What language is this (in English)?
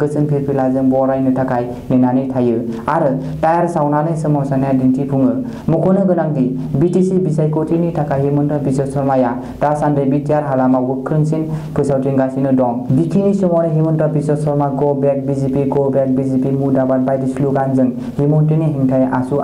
Bodo